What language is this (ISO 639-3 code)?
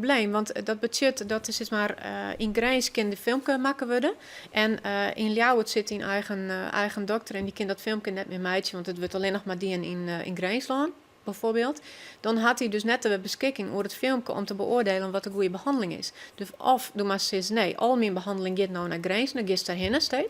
fry